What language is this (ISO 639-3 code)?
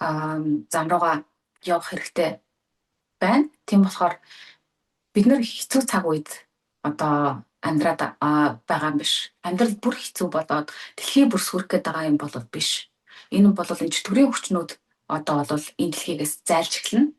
mon